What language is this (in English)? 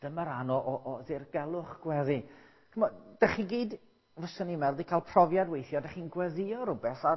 Welsh